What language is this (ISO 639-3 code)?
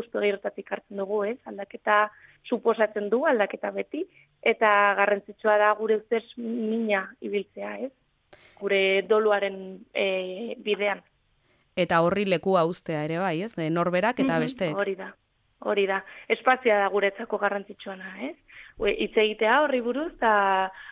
eus